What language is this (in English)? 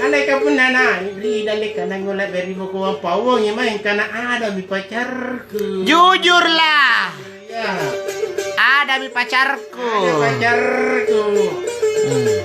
Makasar